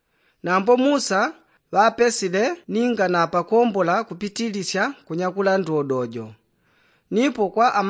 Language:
Yao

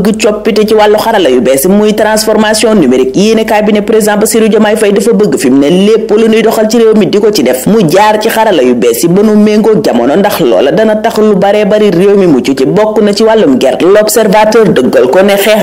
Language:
Wolof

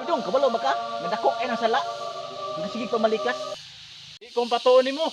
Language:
Cebuano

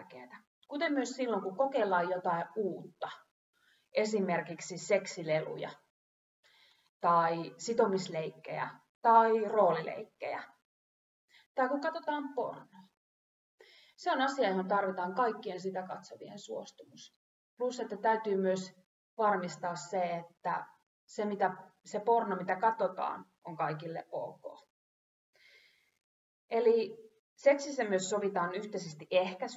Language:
Finnish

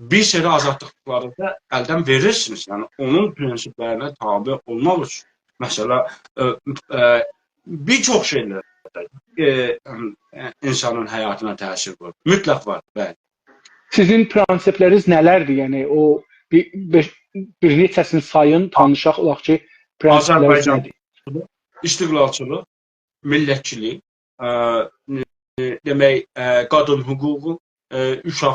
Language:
South Azerbaijani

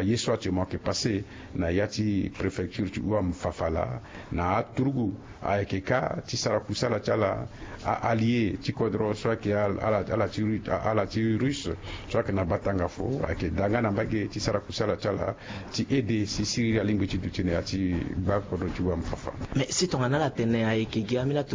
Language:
Sango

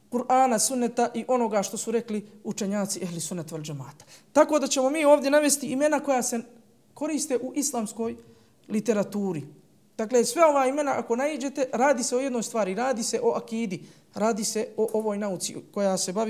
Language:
Bosnian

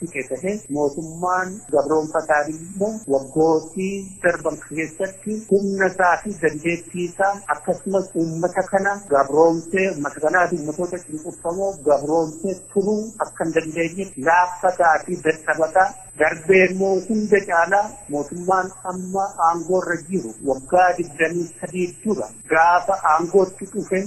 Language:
Oromo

